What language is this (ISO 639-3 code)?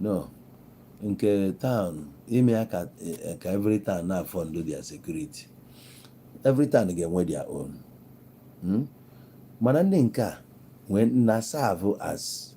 ibo